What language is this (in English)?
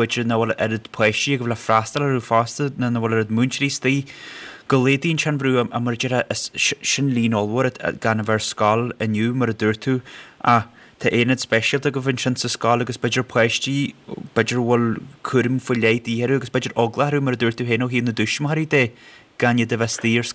Irish